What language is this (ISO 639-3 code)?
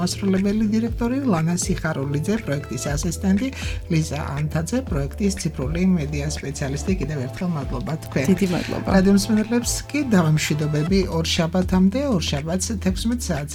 kat